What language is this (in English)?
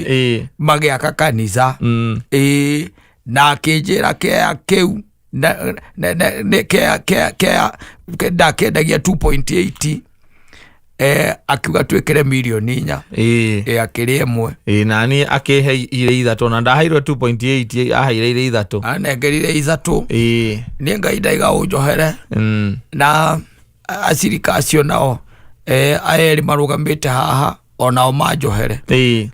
Kikuyu